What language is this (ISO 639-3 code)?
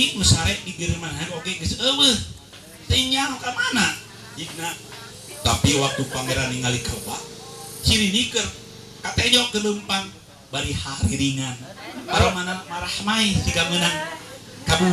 sun